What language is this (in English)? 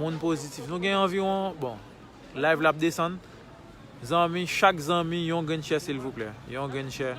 Haitian Creole